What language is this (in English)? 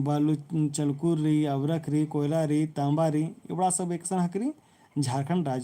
Kurukh